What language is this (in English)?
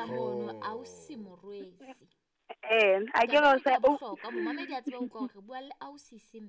Southern Sotho